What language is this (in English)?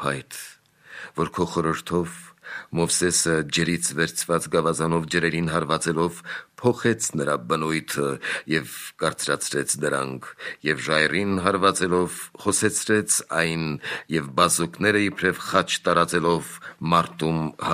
Armenian